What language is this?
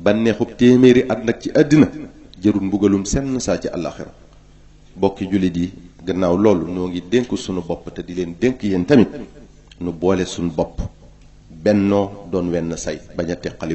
Wolof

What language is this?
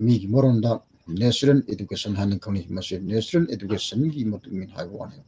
Manipuri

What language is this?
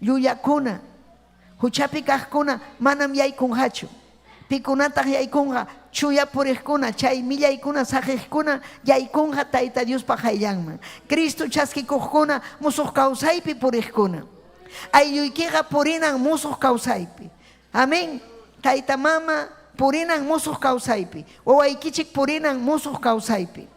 Ayacucho Quechua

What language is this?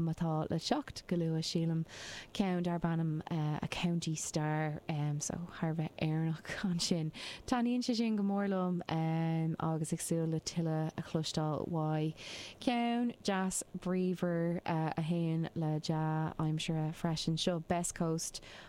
Irish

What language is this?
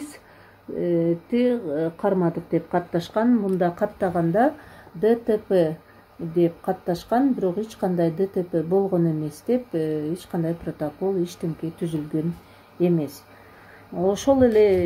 Kyrgyz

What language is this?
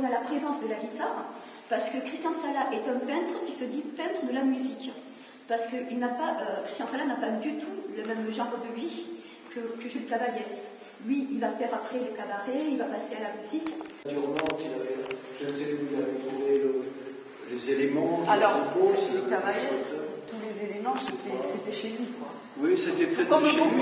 French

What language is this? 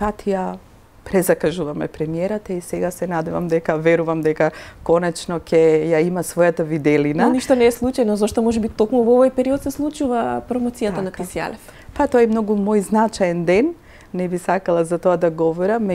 Macedonian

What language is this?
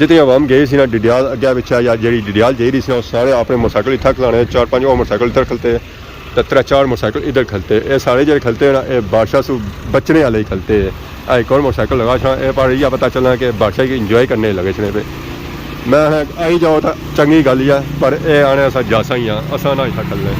Pahari-Potwari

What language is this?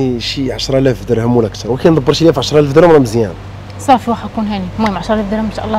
Moroccan Arabic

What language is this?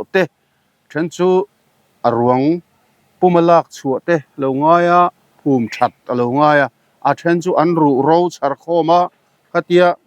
Mizo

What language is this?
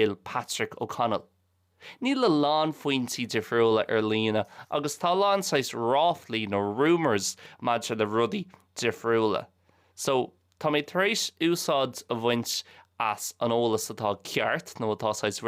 Irish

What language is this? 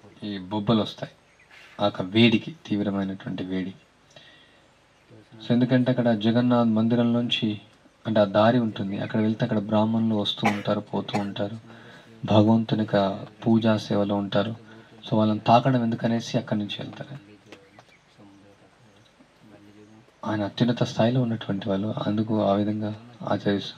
Telugu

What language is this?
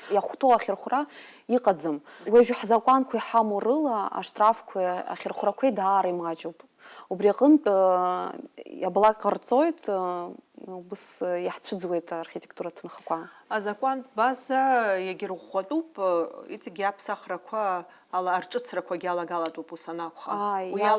Abkhazian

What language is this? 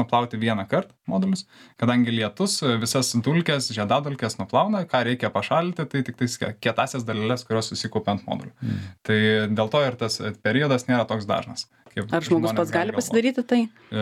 Lithuanian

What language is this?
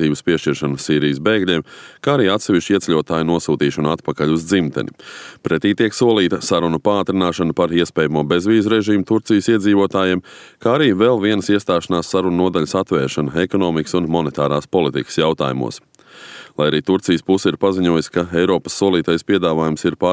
Latvian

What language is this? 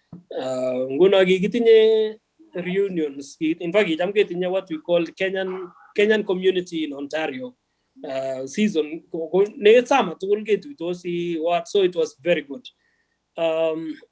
Kalenjin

